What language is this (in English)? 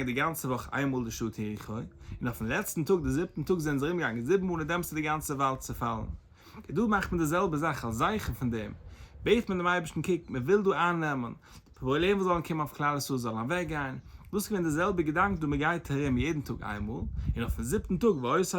Yiddish